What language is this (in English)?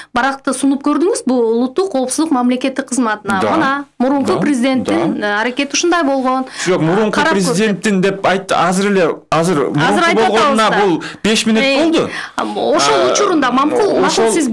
Kyrgyz